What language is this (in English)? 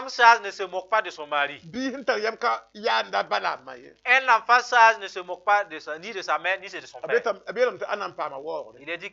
Mossi